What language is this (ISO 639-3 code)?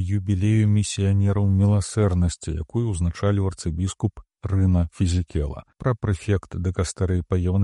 bel